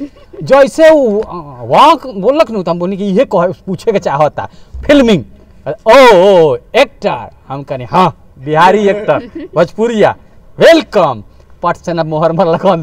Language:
Bhojpuri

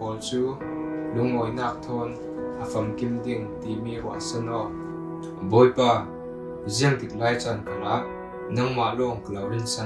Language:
Falam Chin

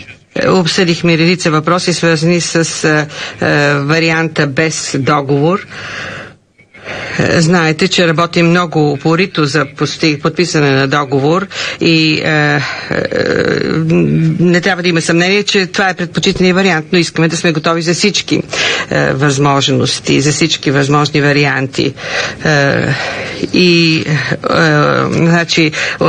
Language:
Bulgarian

